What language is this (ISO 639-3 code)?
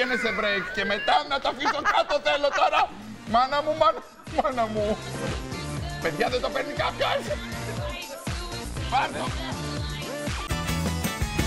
ell